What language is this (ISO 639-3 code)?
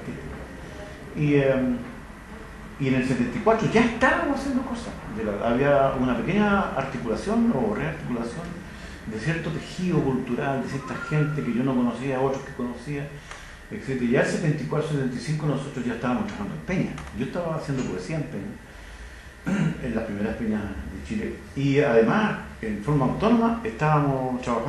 spa